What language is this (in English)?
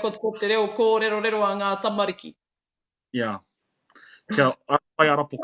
Māori